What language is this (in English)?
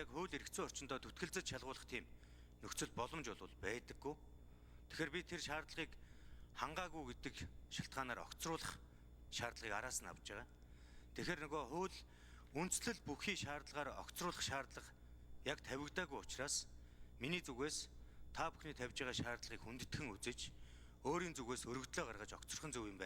Mongolian